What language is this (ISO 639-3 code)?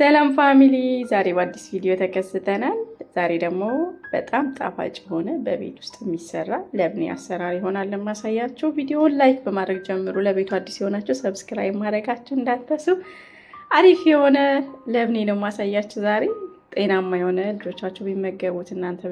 amh